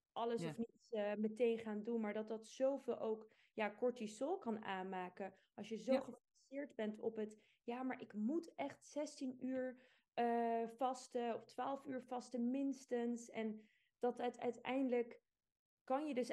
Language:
Dutch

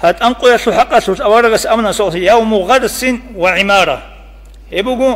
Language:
Avaric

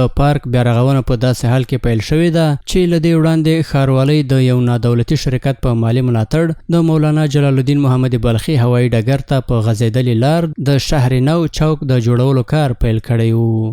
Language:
Pashto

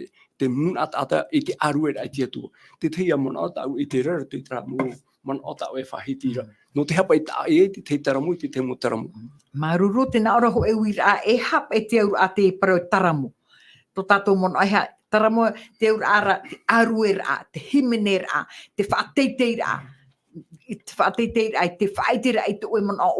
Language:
Tahitian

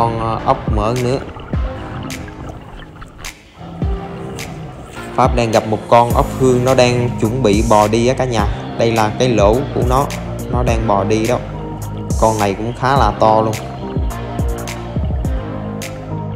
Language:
Vietnamese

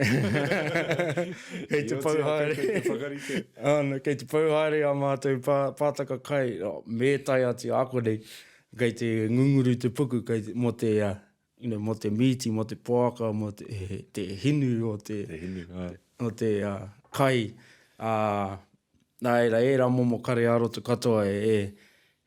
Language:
Māori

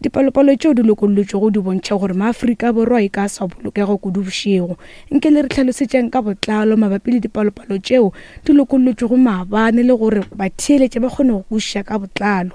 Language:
Northern Sotho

